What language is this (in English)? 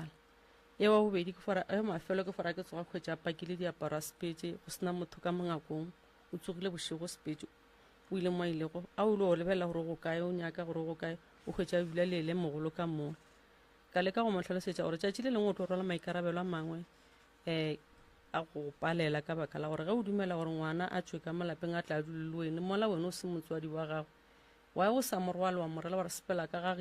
Northern Sotho